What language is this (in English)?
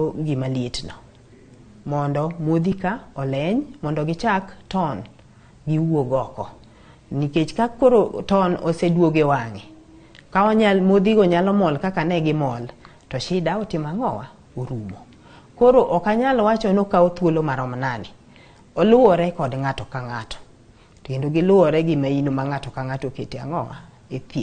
Luo (Kenya and Tanzania)